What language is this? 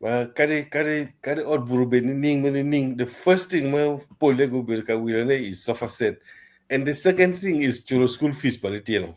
Acoli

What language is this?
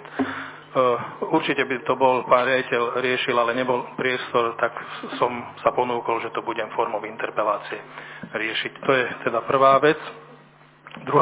Slovak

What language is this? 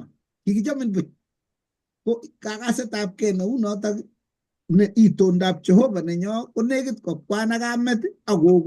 Kalenjin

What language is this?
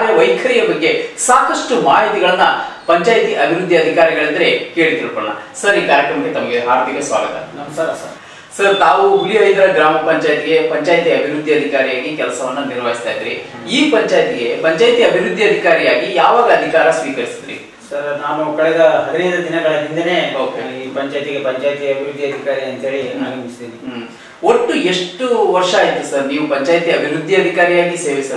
Kannada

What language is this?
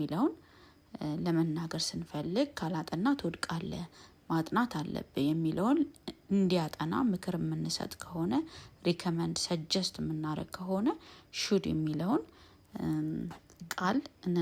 Amharic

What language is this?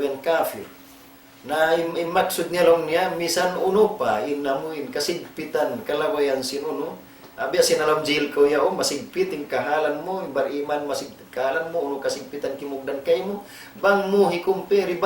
Tausug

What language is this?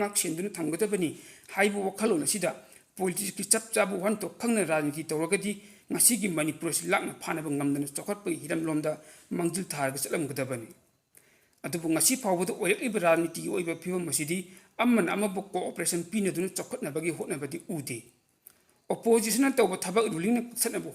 Manipuri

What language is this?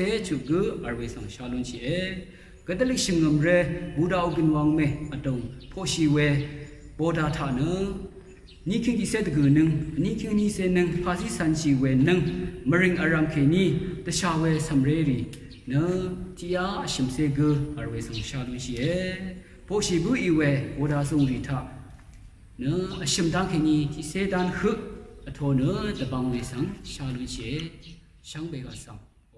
Rawang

